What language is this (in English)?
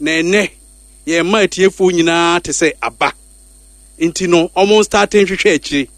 Akan